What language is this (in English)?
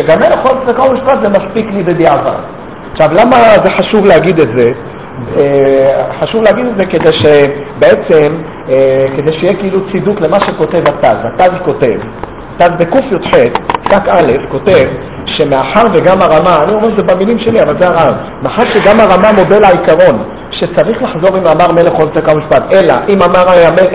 Hebrew